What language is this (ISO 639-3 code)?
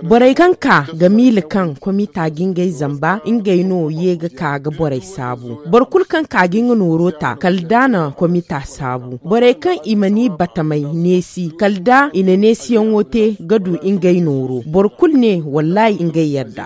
dje